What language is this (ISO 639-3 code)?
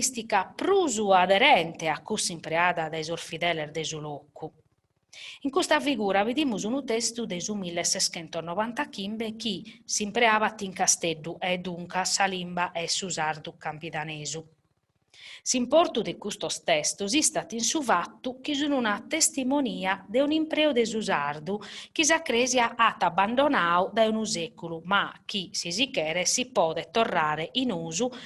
srd